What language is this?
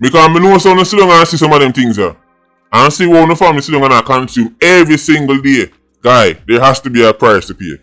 Jamaican Creole English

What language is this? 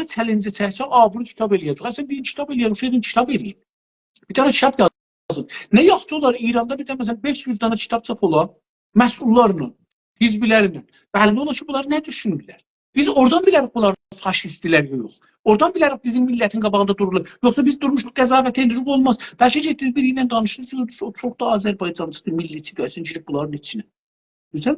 South Azerbaijani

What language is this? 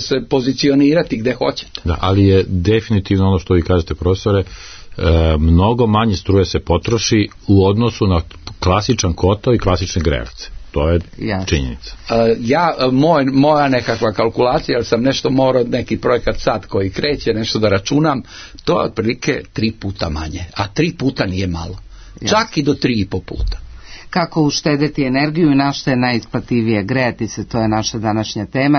Serbian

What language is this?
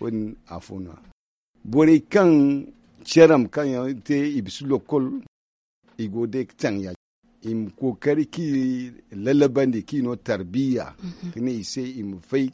Zarma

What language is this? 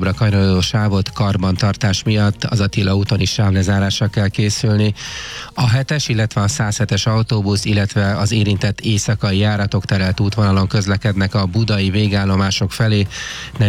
Hungarian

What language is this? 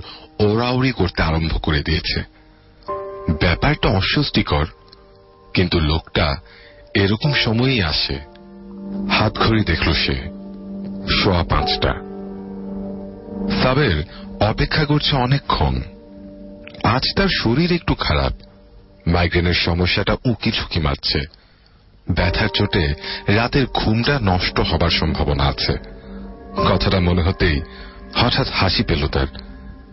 Bangla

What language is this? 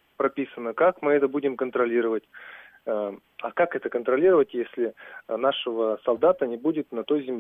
Russian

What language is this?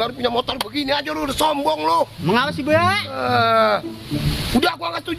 Betawi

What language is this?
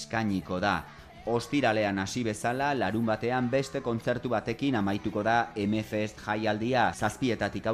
Basque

